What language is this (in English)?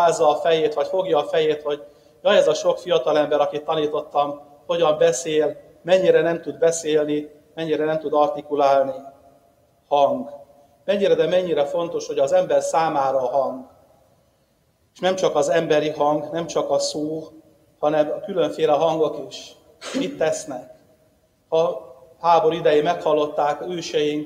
Hungarian